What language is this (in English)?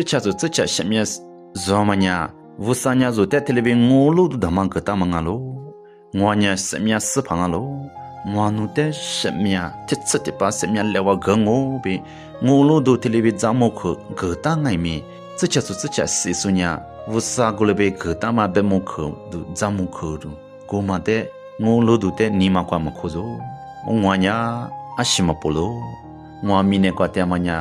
Lisu